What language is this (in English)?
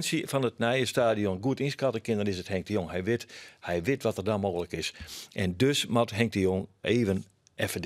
Western Frisian